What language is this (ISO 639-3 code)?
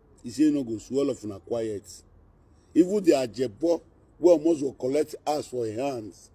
pcm